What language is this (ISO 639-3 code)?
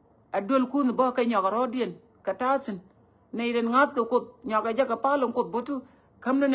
nus